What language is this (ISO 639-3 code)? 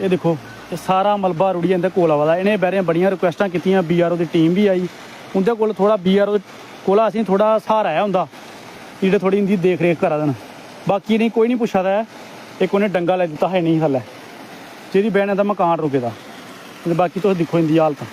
doi